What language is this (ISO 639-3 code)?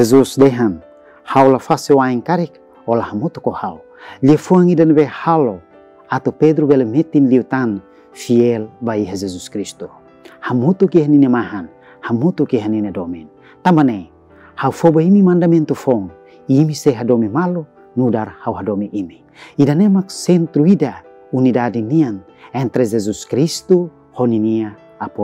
tet